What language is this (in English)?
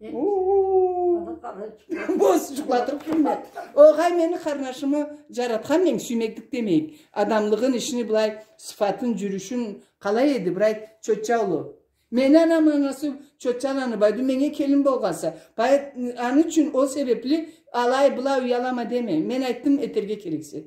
Karachay-Balkar